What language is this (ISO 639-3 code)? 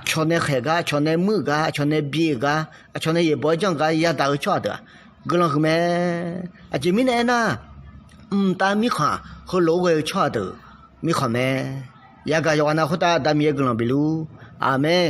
ahk